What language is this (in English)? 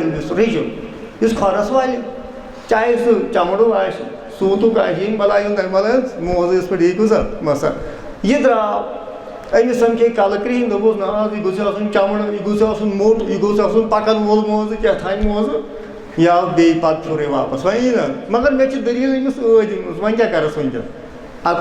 Kashmiri